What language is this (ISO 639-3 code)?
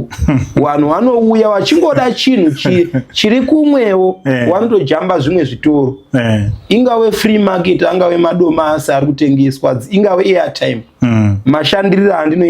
sna